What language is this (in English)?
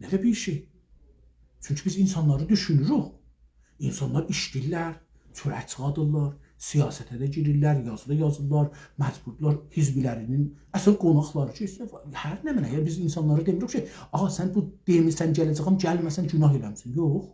South Azerbaijani